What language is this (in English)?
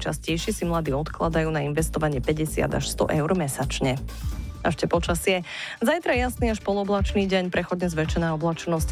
Slovak